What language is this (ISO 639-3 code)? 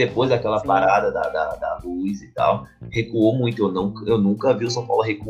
por